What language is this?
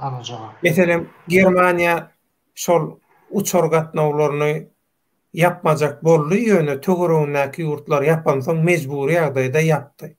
Turkmen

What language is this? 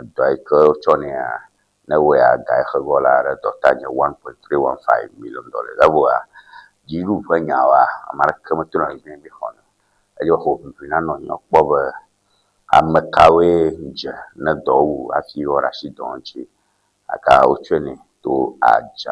Ewe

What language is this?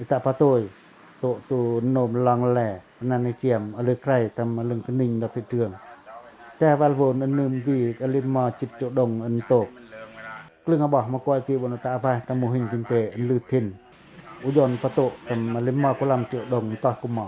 Pacoh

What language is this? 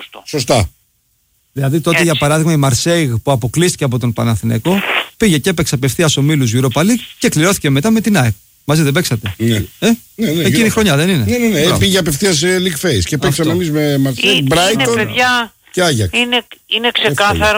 Greek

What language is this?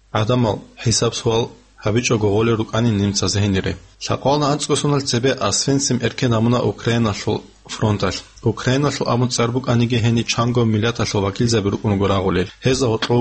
Avaric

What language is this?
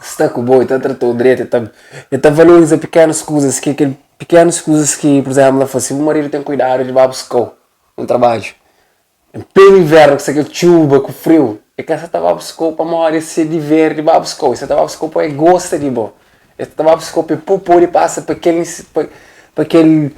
Kabuverdianu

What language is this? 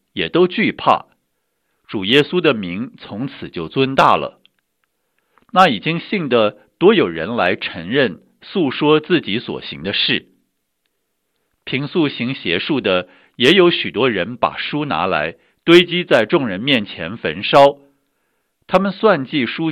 Chinese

